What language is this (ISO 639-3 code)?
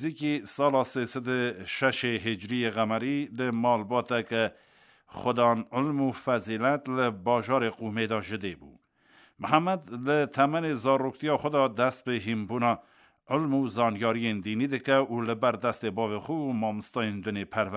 kur